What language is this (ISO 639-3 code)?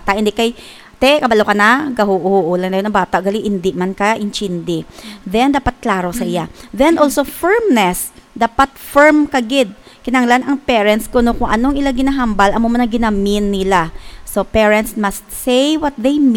hil